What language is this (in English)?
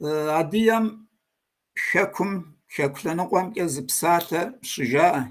Kabardian